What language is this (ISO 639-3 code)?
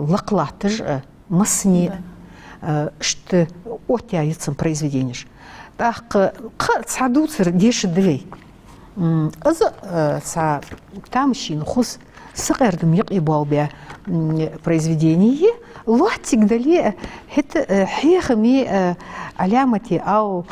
inh